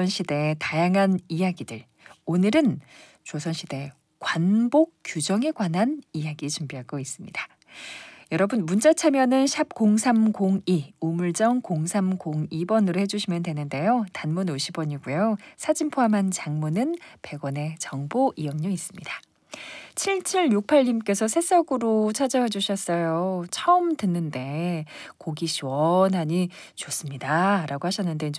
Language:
Korean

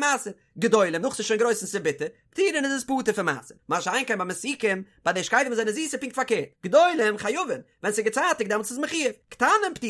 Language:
Yiddish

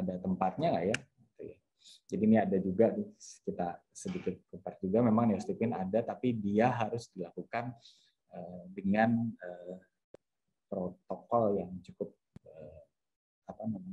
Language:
Indonesian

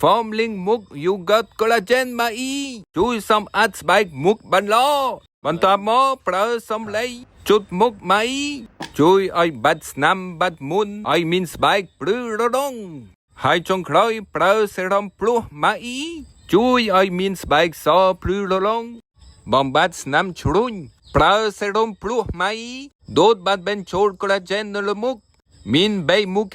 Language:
Khmer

